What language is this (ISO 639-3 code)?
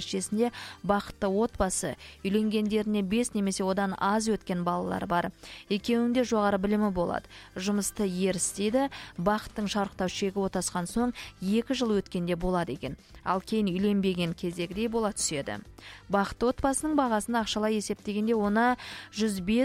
kaz